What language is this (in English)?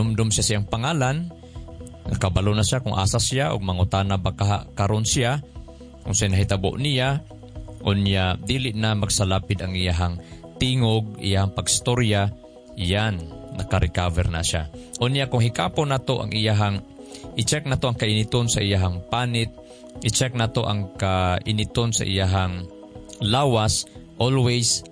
Cebuano